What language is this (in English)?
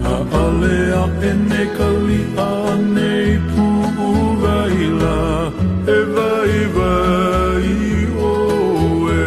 Hawaiian